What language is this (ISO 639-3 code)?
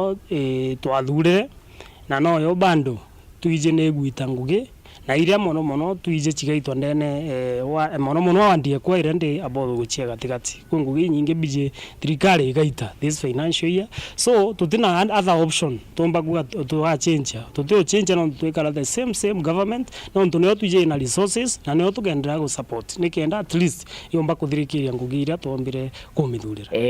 mer